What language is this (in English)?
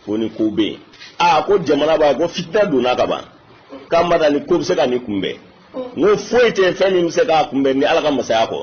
Bambara